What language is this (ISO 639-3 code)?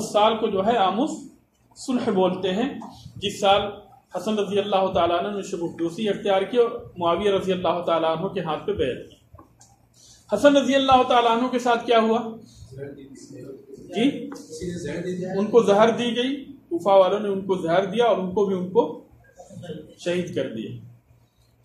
urd